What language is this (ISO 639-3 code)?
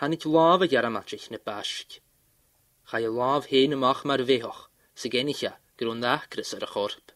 gla